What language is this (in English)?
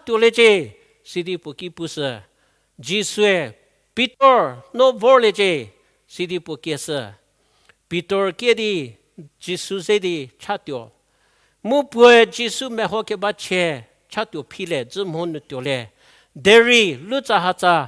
Angami Naga